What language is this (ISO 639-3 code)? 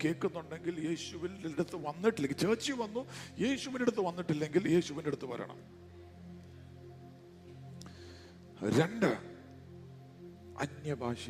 mal